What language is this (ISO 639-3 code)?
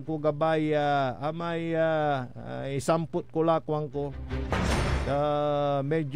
pag